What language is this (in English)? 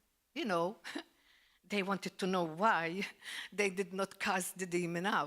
English